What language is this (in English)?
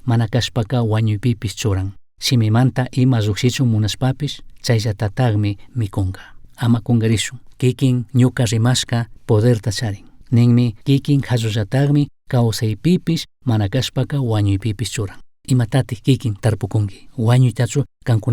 Chimborazo Highland Quichua